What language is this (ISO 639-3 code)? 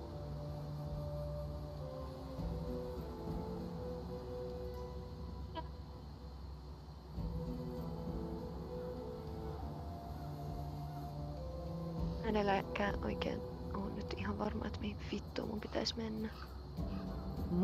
fin